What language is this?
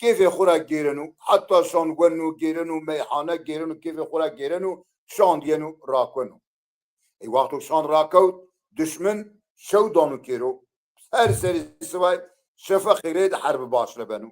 Zaza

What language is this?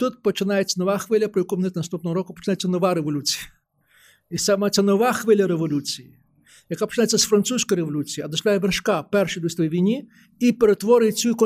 Ukrainian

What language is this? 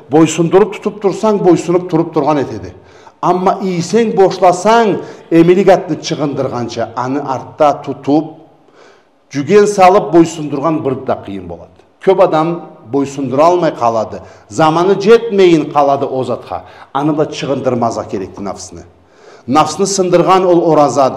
Karachay-Balkar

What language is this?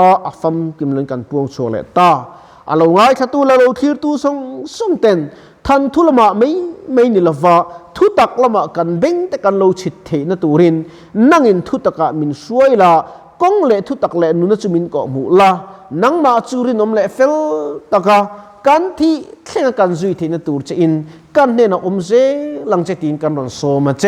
Mizo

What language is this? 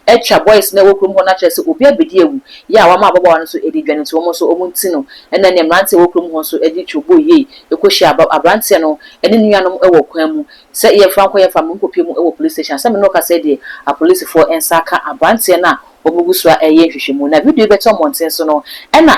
Akan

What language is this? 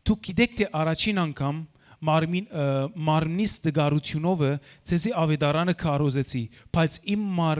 Western Armenian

